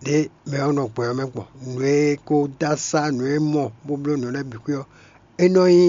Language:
Fon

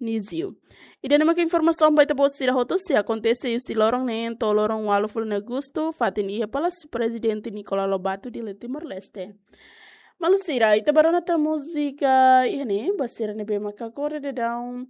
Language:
Tetum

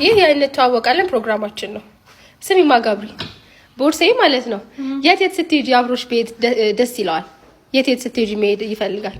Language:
Amharic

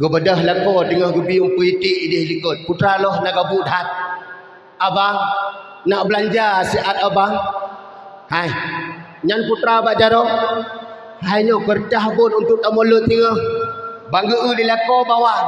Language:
Achinese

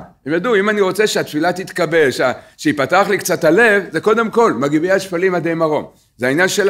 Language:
Hebrew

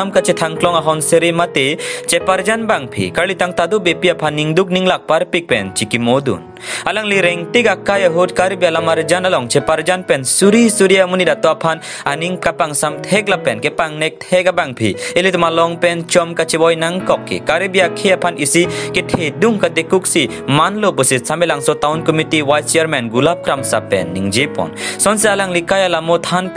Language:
Karbi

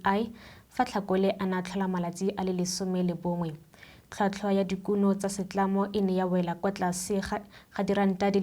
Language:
Tswana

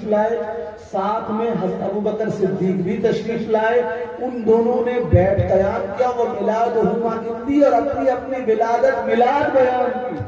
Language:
Urdu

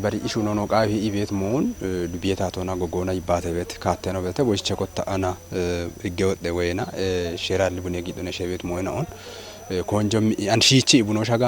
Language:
Kafa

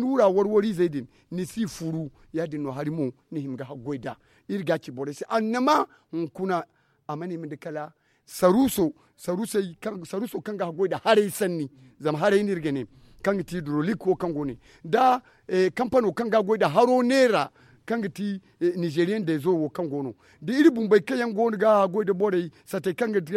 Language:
Zarma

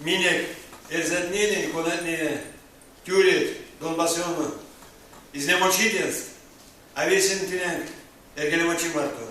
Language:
Erzya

